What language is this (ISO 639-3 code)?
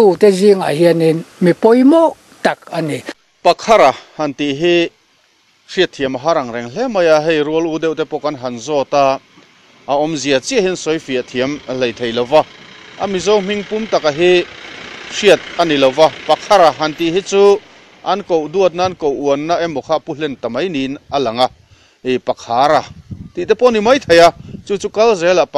lus